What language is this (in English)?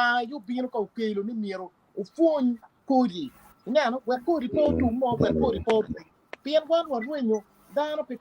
Acoli